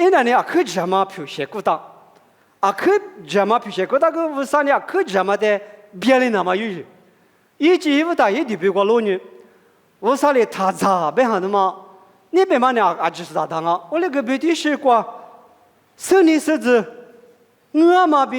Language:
Lisu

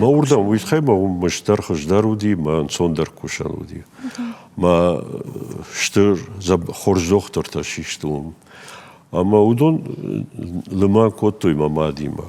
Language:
Ossetic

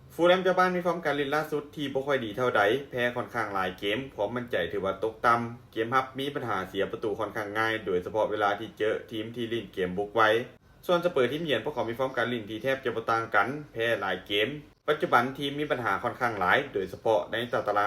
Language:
Lao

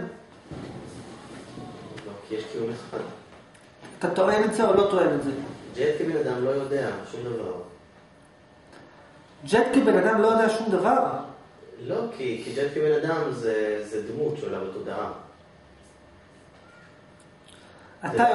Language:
Hebrew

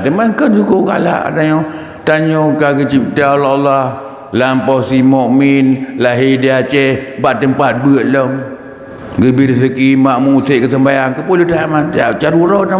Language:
Achinese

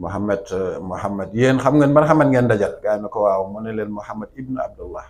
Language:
Wolof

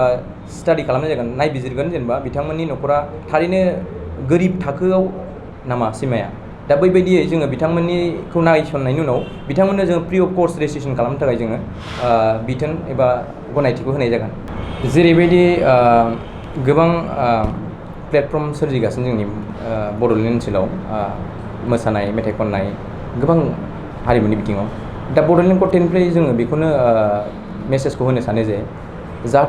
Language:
Bodo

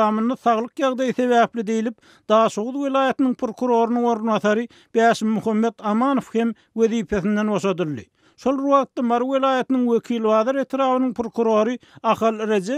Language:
Turkmen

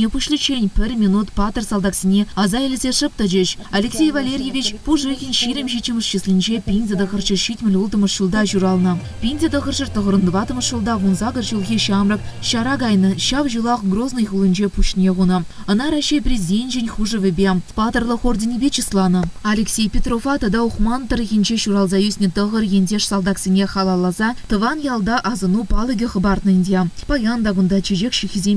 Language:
Chuvash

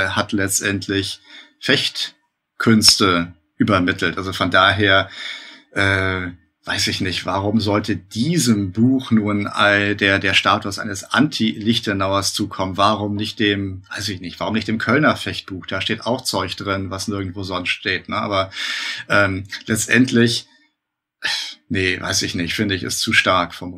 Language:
German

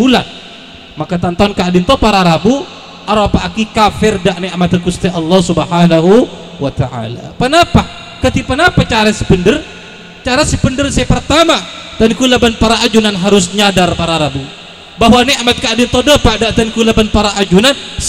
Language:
Madurese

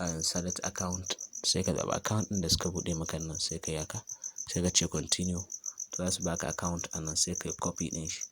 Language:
Hausa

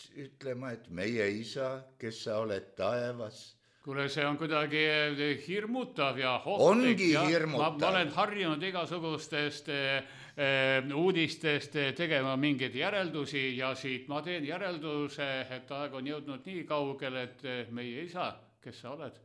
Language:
Estonian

